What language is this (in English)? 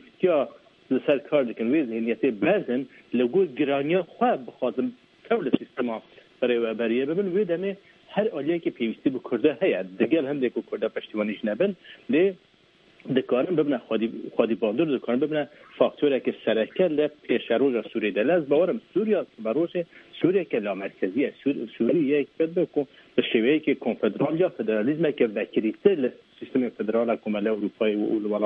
Kurdish